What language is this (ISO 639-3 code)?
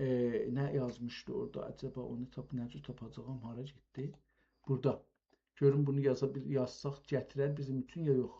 azb